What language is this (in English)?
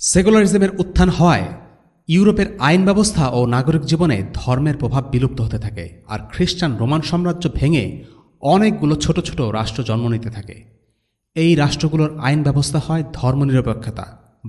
Bangla